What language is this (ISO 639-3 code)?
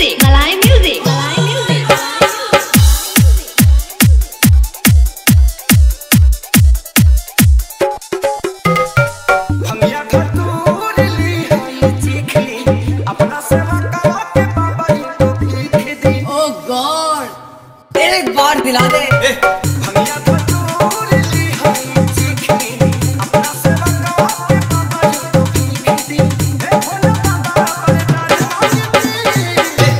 bho